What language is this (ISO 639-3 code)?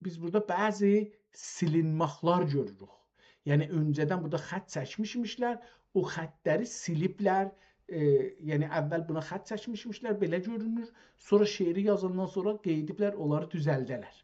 azb